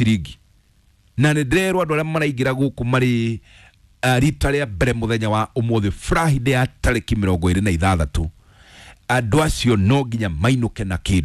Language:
Kikuyu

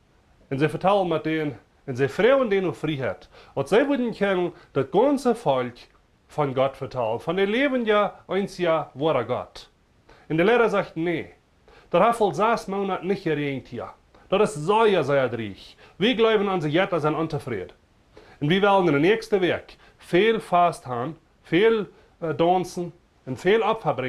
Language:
Plautdietsch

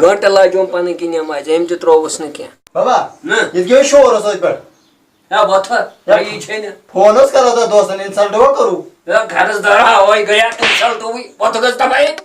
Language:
Kashmiri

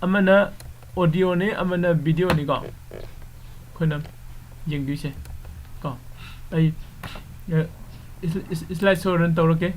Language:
Manipuri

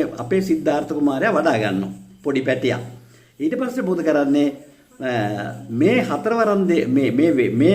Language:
Sinhala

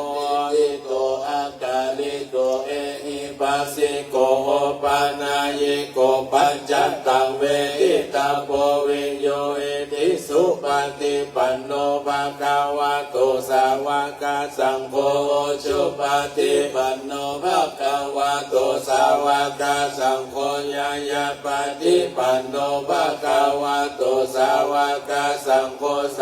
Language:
Pali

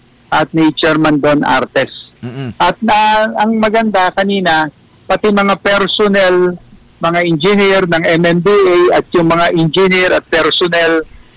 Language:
Filipino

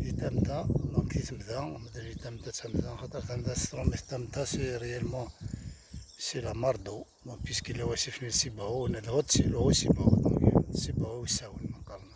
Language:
Kabyle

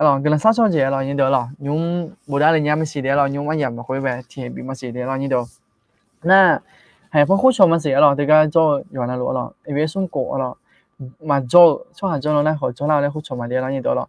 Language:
Akha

